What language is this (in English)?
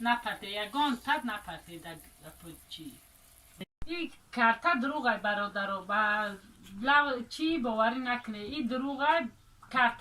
Tajik